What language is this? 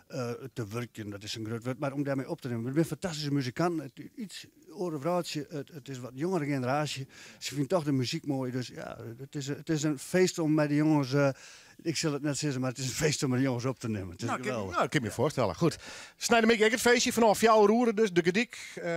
Western Frisian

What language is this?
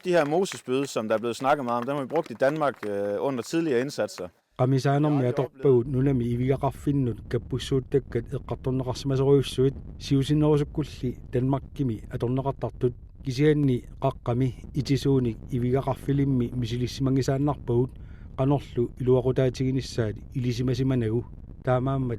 Kalaallisut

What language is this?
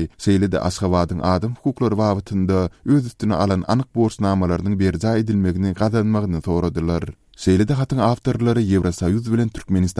Turkmen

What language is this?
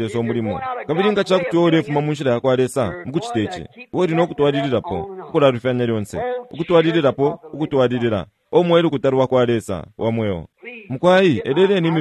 Bemba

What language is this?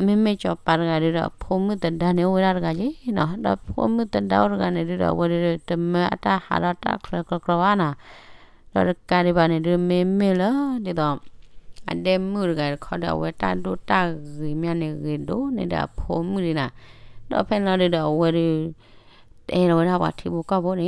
S'gaw Karen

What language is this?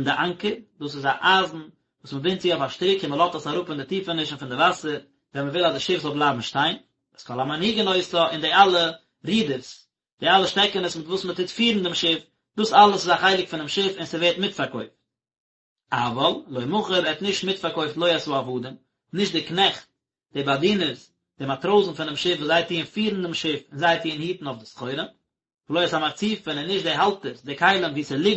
Yiddish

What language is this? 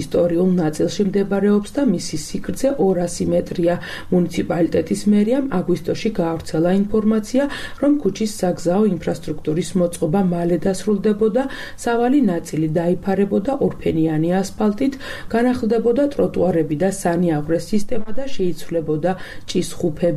Georgian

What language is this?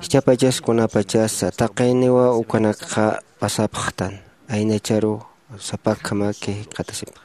Aymara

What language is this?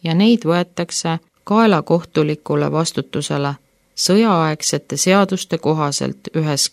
Estonian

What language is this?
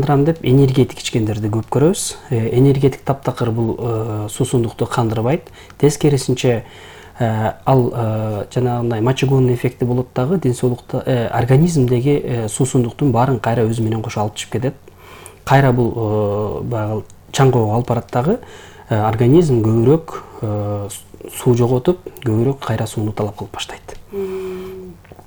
Kyrgyz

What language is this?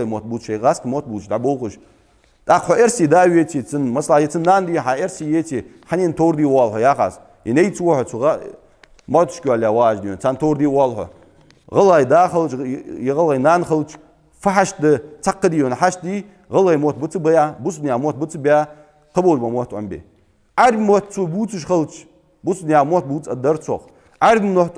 Ingush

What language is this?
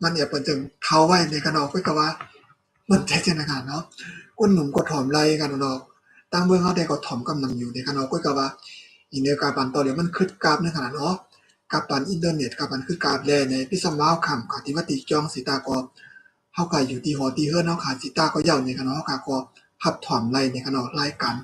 Shan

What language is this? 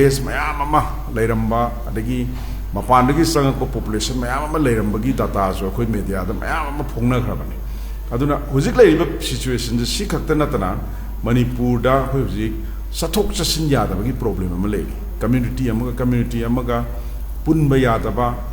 Manipuri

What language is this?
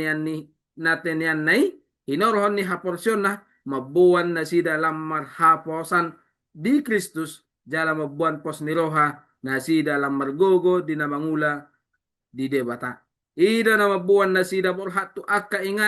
Batak Toba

